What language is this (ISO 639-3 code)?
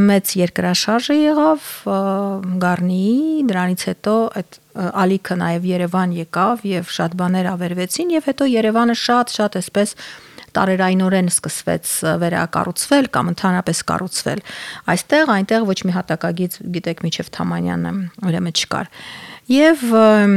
hye